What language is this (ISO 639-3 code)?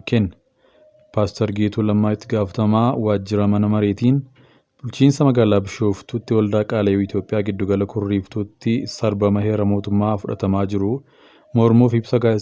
orm